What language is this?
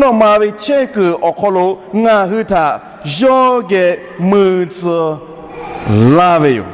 Lahu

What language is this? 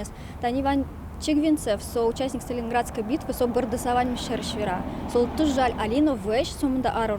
Udmurt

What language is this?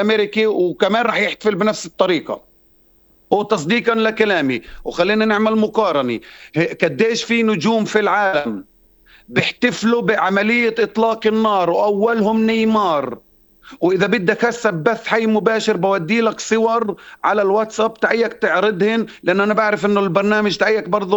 North Levantine Arabic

